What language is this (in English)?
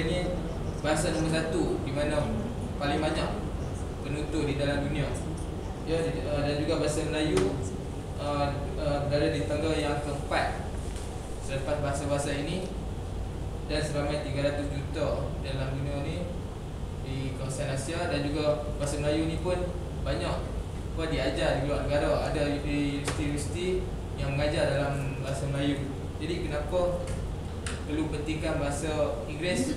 Malay